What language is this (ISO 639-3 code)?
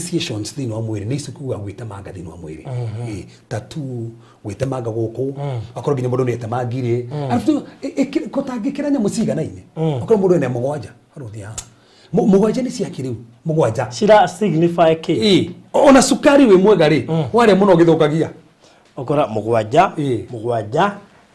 kik